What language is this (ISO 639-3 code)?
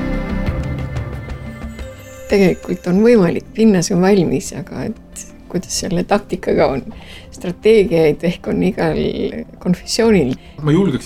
est